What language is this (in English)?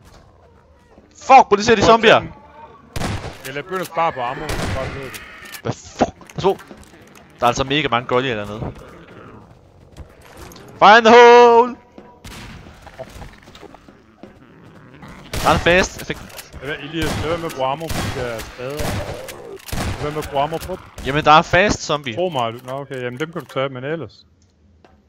Danish